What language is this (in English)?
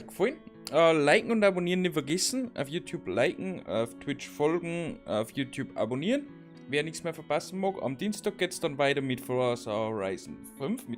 Bavarian